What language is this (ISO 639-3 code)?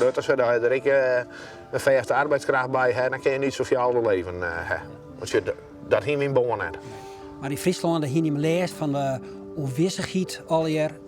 fry